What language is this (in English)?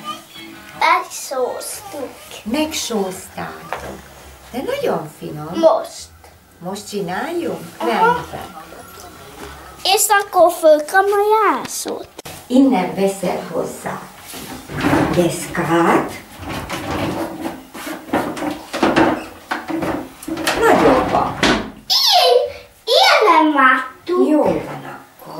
Hungarian